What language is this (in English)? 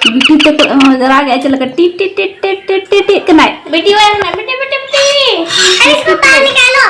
Santali